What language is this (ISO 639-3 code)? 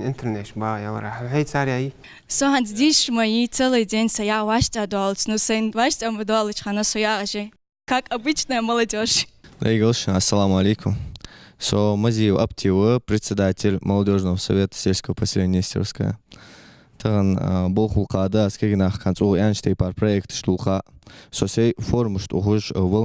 inh